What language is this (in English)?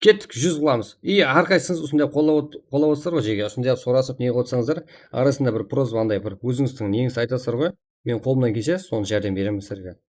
Kara-Kalpak